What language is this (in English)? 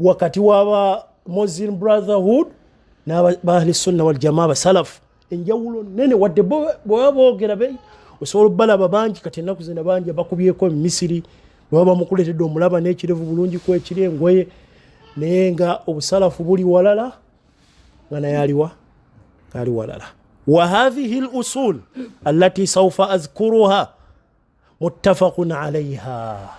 Ganda